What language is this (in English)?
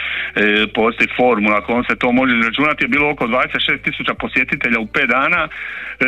Croatian